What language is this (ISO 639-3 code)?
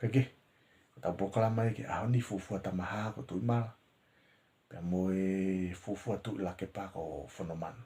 ton